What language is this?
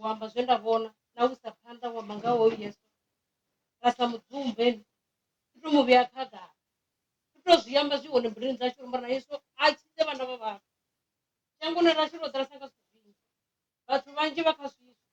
Venda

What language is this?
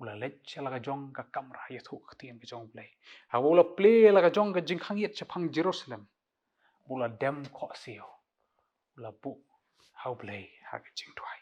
Khasi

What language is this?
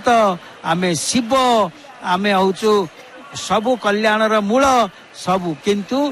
Odia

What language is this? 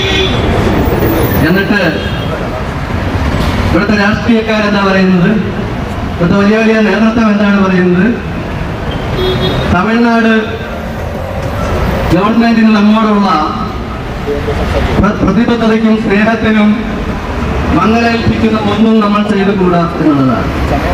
Malayalam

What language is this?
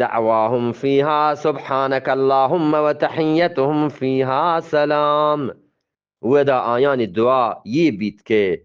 Eastern Balochi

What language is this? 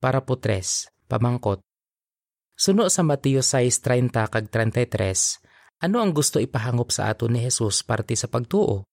Hiligaynon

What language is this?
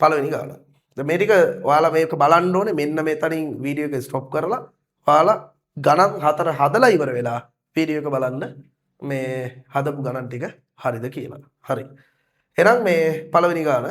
Sinhala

